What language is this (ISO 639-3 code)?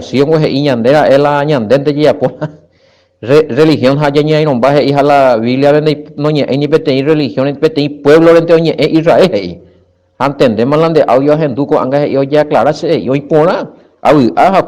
grn